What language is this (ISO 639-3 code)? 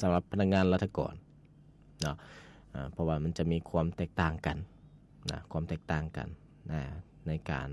lao